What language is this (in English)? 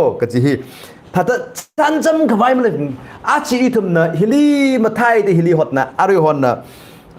Tangkhul Naga (India)